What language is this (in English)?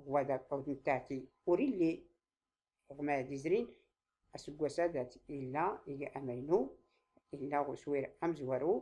Tachelhit